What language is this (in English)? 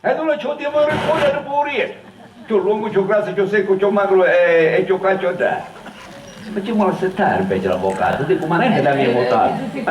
Sicilian